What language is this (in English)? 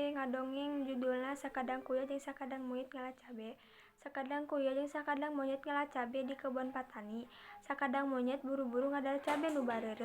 Sundanese